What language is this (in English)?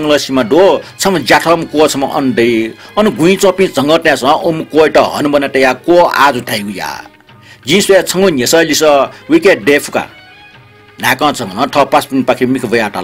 Newari